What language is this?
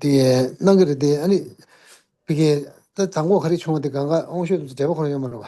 Tibetan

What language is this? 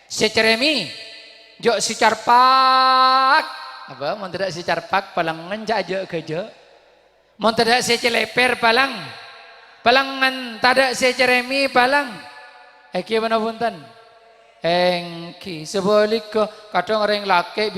Madurese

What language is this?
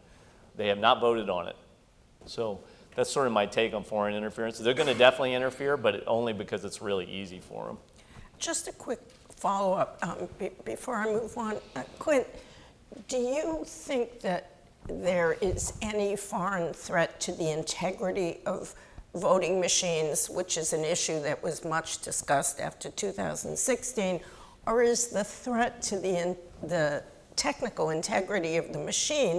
English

